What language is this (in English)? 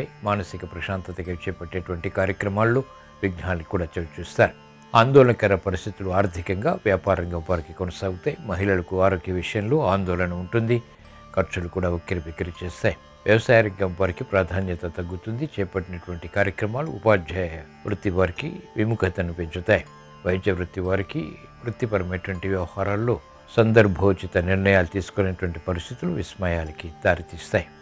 Telugu